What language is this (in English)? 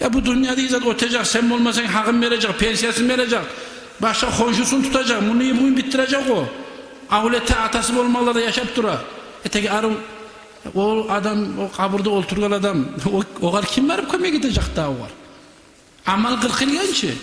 Kumyk